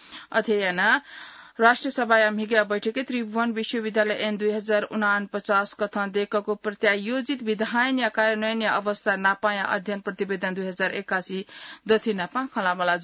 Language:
Newari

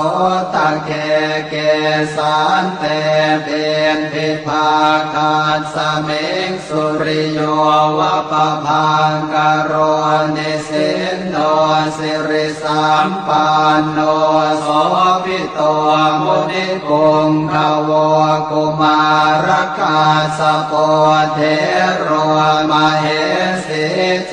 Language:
Pali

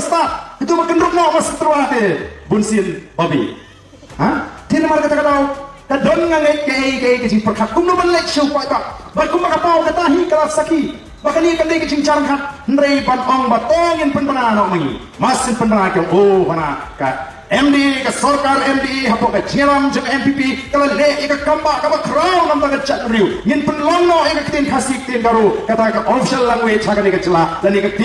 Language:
Khasi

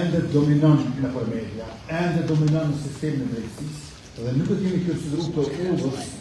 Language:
Albanian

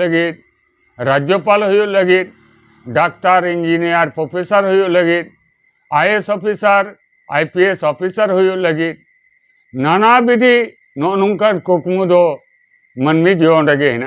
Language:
Santali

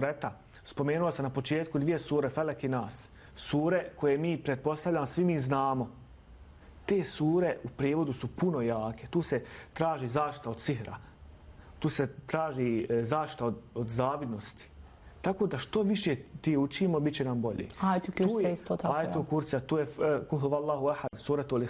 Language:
Bosnian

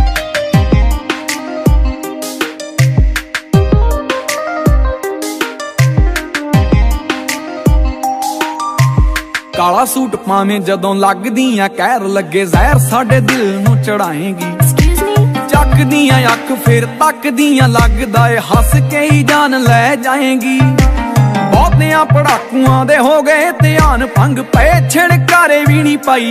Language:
Punjabi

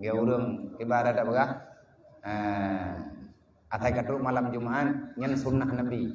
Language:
Achinese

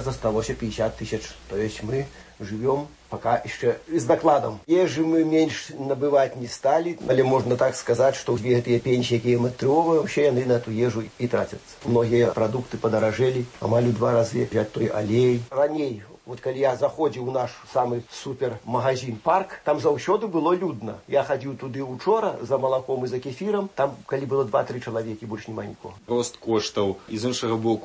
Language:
Belarusian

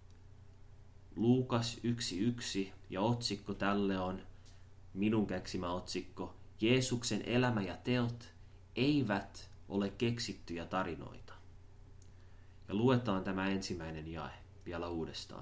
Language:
Finnish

